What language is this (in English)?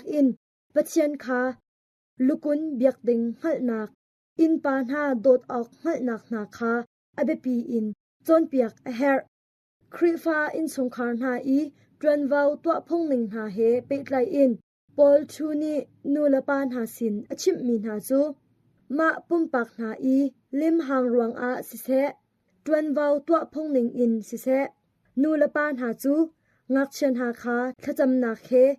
Hakha Chin